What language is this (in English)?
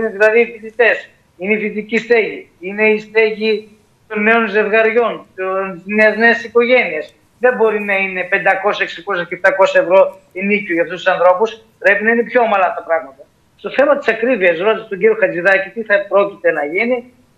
Greek